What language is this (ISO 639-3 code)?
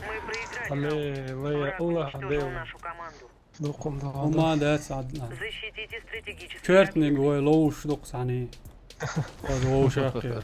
che